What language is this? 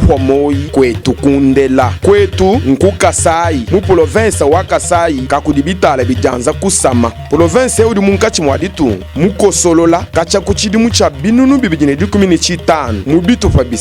Luba-Lulua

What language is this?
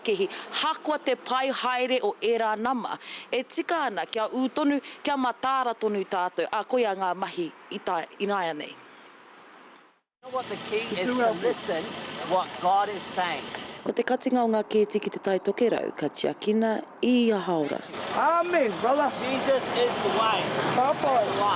Māori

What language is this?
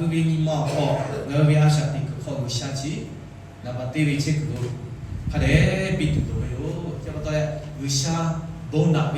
Lahu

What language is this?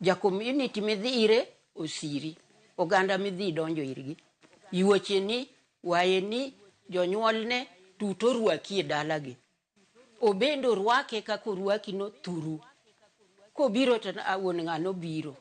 Luo (Kenya and Tanzania)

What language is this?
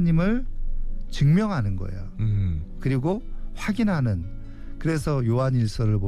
Korean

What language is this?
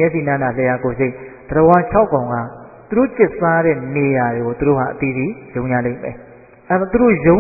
Burmese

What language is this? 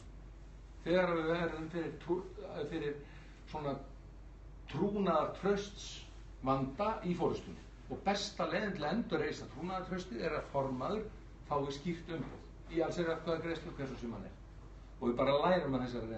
Icelandic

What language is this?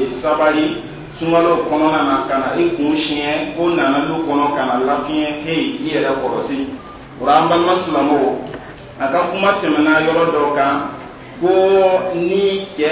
Dyula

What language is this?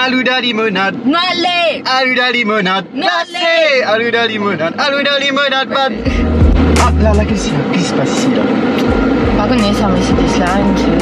Morisyen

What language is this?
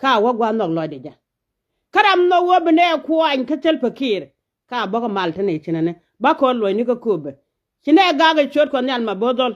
Nuer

